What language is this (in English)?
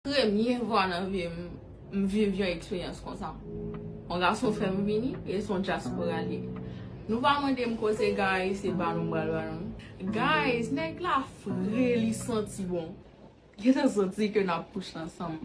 Haitian Creole